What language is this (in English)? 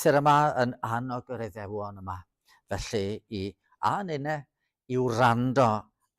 Welsh